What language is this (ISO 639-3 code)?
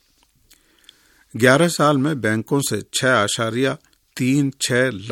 urd